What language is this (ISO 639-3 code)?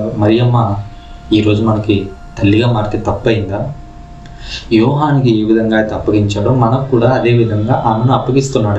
tel